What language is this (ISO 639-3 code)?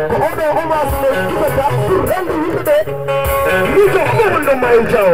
ful